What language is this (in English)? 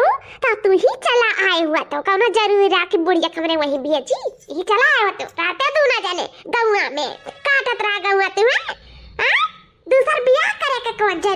Awadhi